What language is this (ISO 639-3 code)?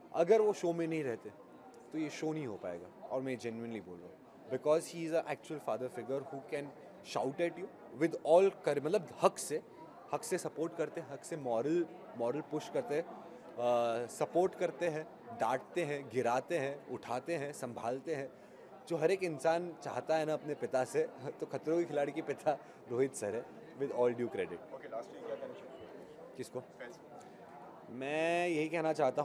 hin